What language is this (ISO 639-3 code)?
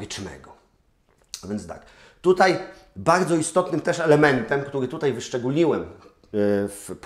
pol